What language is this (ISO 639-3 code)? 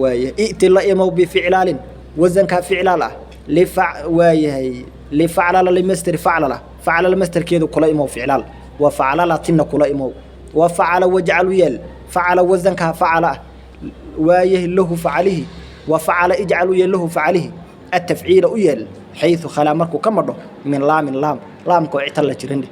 som